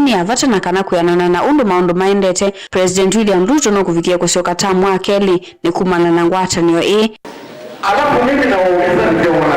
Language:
Kamba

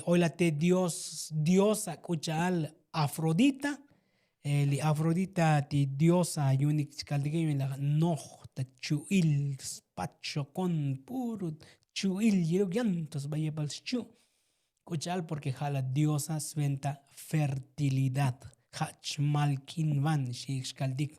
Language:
Tzotzil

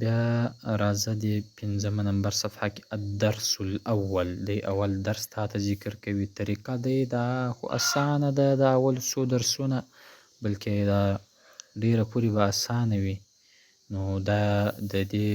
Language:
Pashto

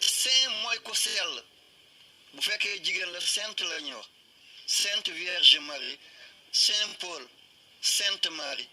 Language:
Wolof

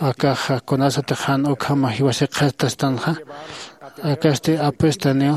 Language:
Aymara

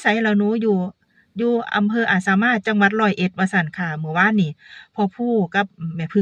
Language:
Northeastern Thai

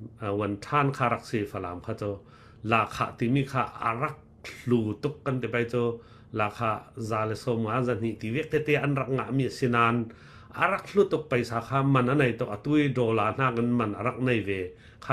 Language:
Falam Chin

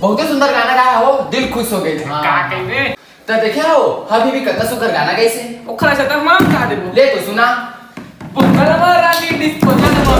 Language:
Chhattisgarhi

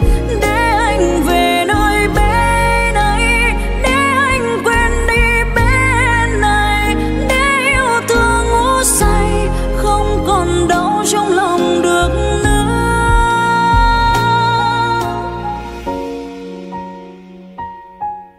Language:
Vietnamese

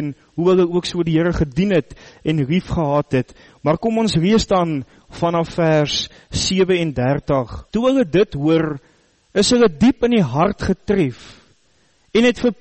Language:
Afrikaans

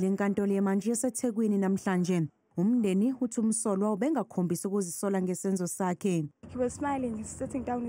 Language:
Zulu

